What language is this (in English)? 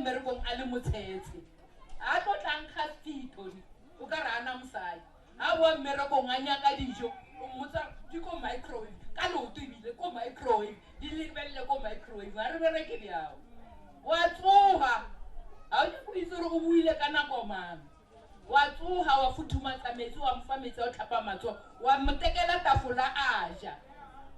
Northern Sotho